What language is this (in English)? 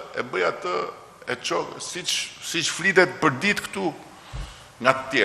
Albanian